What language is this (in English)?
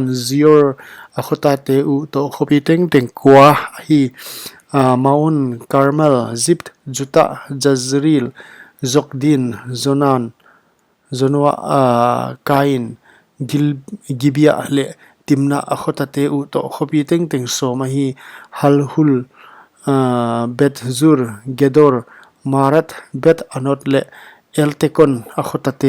Paite Chin